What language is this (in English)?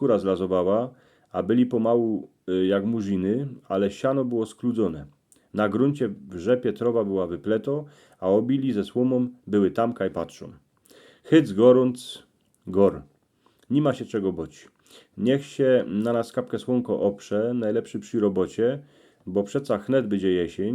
Silesian